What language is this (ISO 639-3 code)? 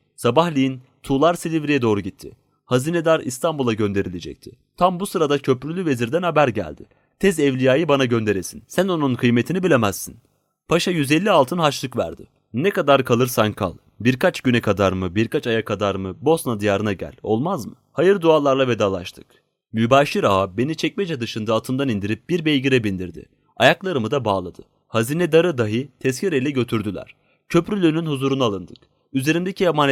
tur